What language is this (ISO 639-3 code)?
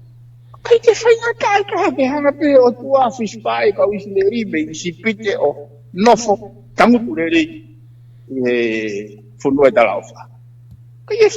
ton